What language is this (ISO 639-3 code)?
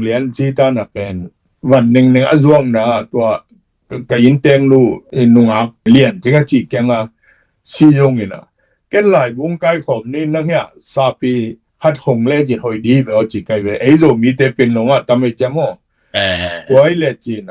ctd